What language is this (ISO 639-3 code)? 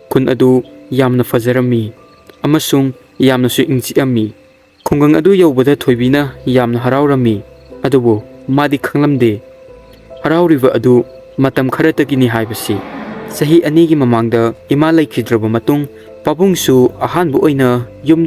mni